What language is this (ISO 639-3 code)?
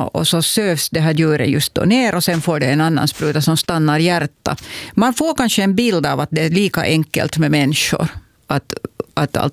swe